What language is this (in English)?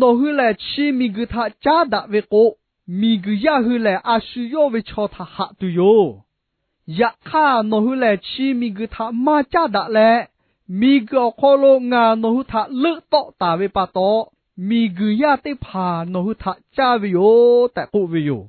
Lahu